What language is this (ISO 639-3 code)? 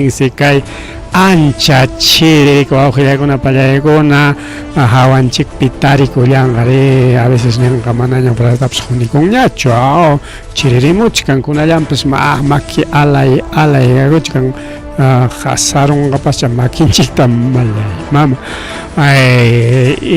quy